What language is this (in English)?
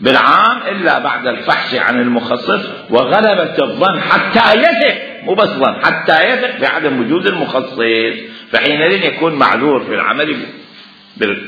Mesopotamian Arabic